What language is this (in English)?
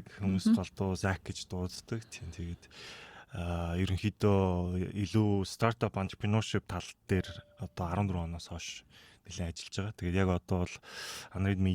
Mongolian